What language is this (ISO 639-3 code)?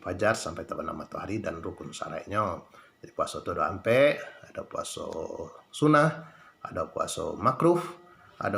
min